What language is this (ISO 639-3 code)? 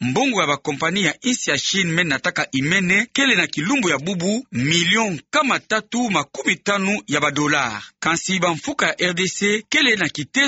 ktu